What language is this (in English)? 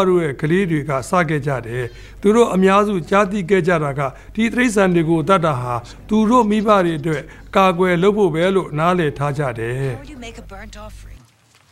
Burmese